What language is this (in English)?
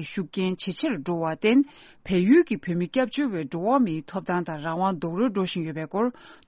Tibetan